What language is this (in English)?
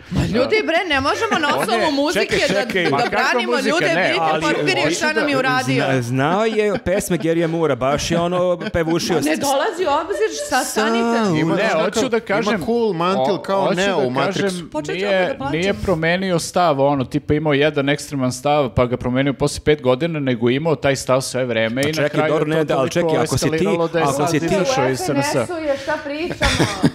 Serbian